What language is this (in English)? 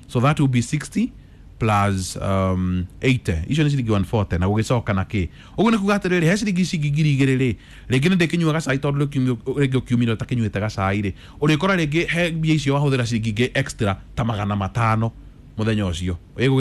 Kikuyu